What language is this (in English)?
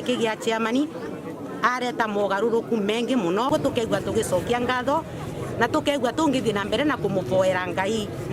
Meru